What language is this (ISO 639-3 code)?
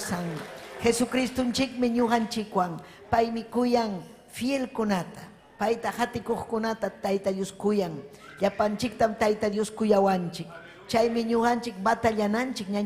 quy